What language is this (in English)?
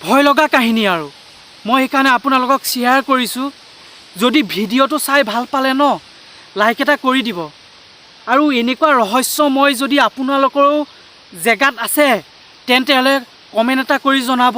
Assamese